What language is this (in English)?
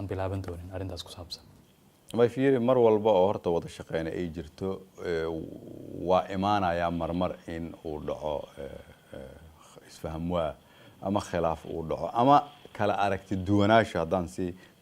Somali